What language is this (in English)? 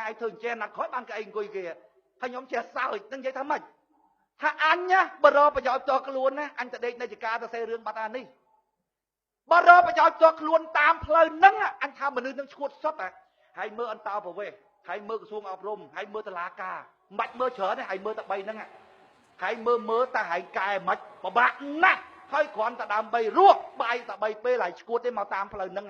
Khmer